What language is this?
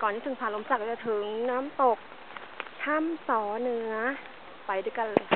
Lao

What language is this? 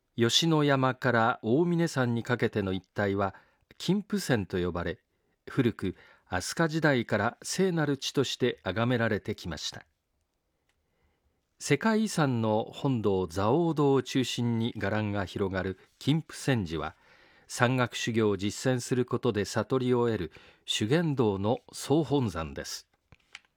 Japanese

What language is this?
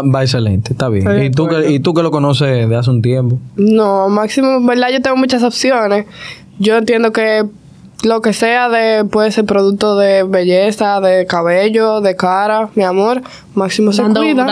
Spanish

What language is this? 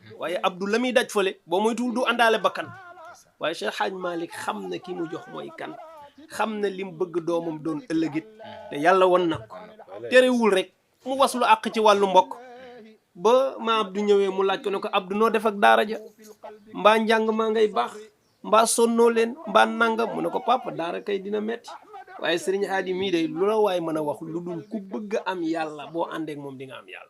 Wolof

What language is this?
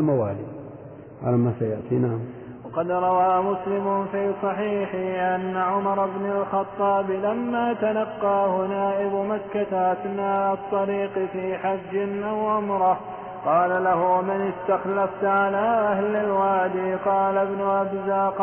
Arabic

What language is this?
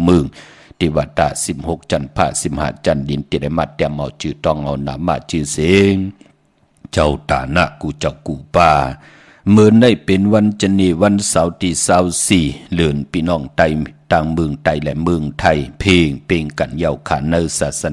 Shan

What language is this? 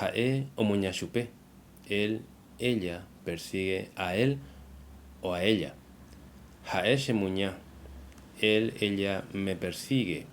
Guarani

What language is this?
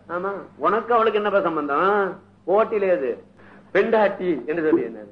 Tamil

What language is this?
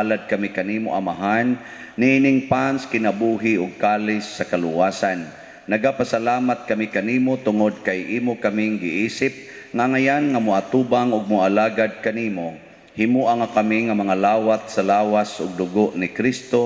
Cebuano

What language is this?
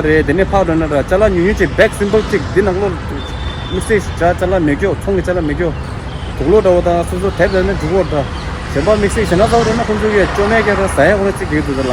Tibetan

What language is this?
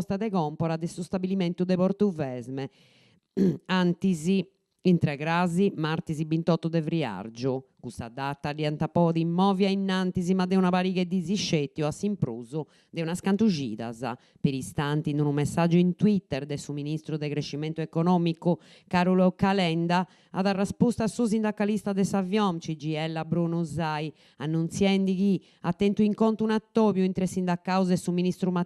Sardinian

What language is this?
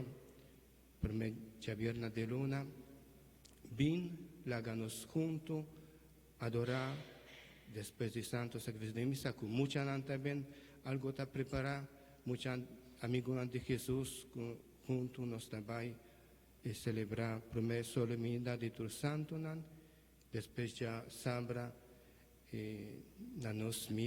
Papiamento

